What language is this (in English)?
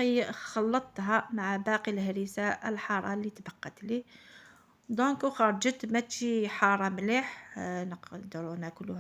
Algerian Arabic